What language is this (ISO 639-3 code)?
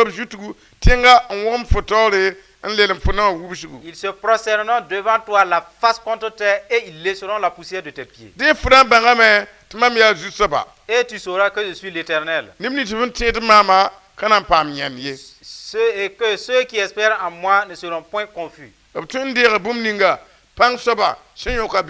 mos